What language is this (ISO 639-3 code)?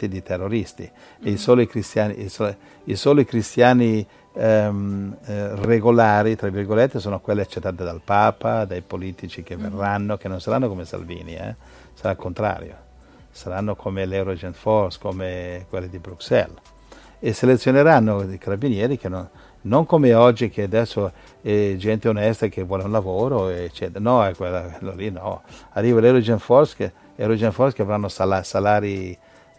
ita